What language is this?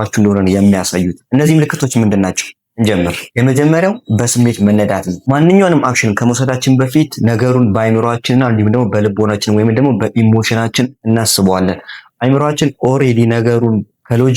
Amharic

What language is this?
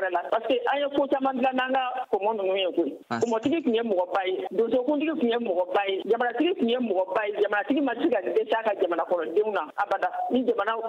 Bambara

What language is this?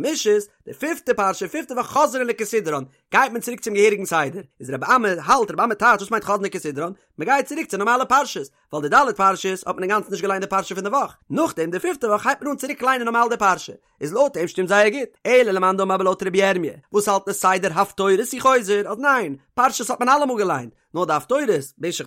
Yiddish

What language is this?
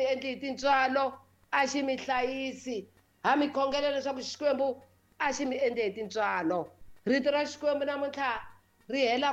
Tsonga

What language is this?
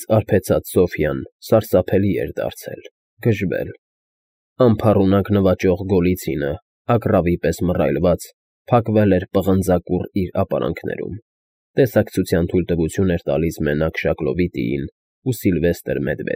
Armenian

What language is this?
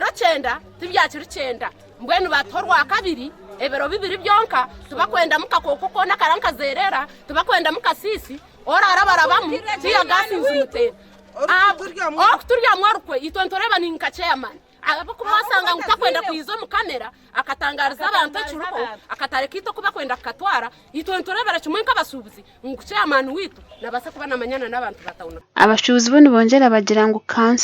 Nyankole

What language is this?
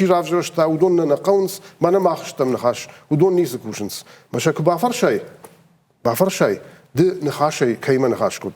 Ossetic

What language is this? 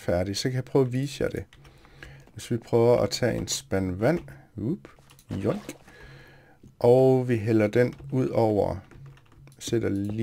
Danish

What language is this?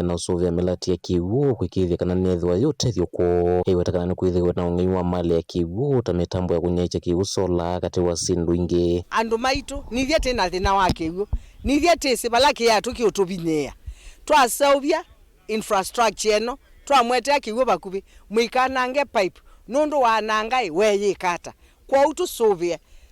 Kamba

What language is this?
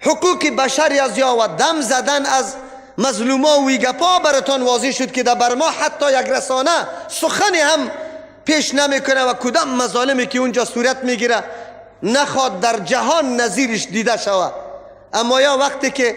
Persian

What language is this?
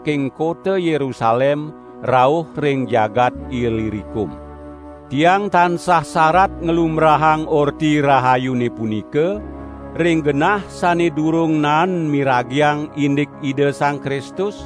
Balinese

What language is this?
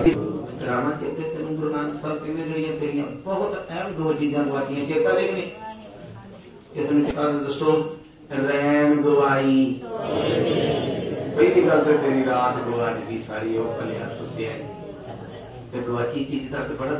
Punjabi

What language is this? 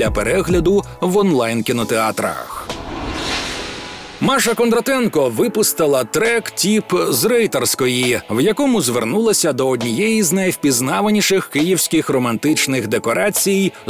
Ukrainian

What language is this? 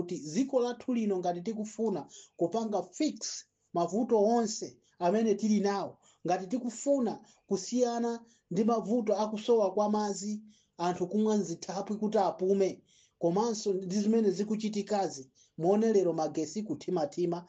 Nyanja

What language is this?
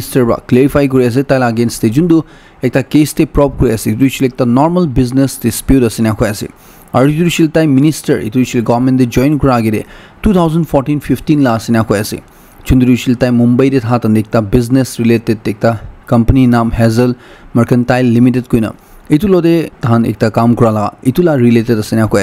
Naga Pidgin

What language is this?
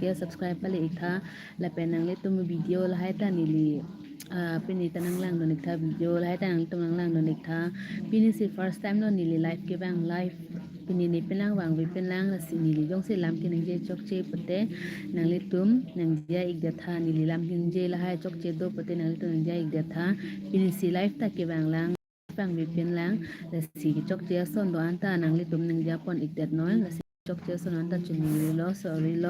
Karbi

